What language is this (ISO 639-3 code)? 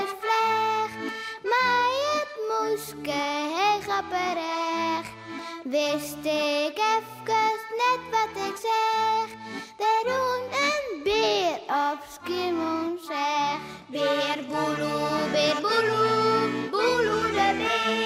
fry